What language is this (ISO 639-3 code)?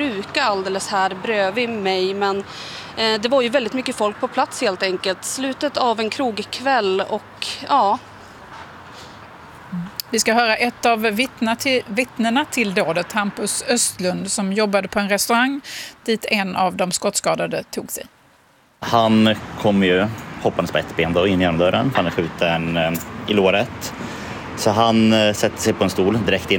swe